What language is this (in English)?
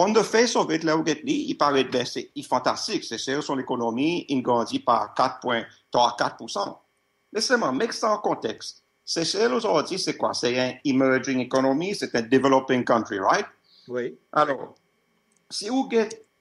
Seselwa Creole French